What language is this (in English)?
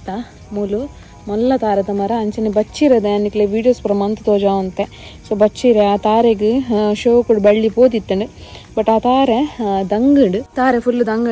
Tulu